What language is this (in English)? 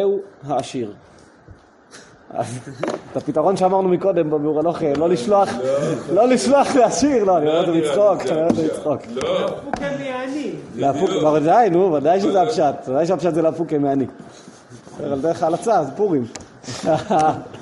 Hebrew